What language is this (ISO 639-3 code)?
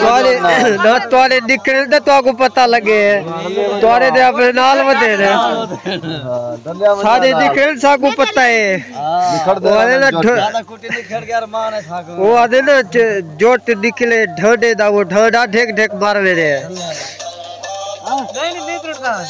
skr